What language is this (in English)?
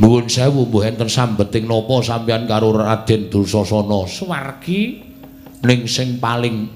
Javanese